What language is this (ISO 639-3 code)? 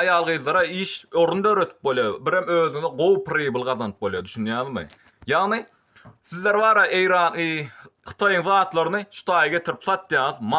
tuk